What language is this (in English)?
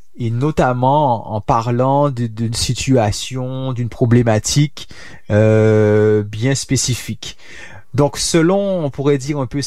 French